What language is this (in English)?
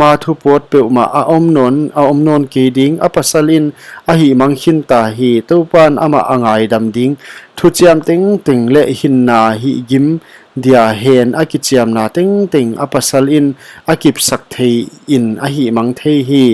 Paite Chin